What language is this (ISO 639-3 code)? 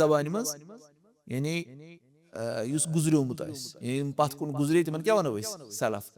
kas